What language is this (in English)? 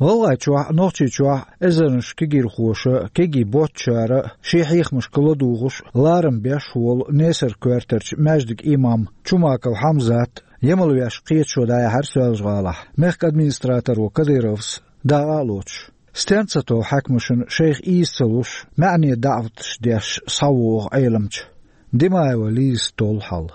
Chechen